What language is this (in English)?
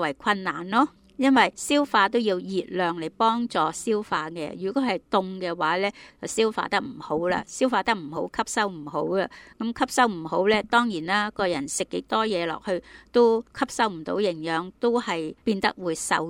Cantonese